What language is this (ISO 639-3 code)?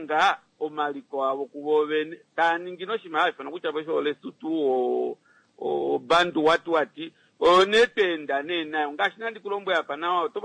kua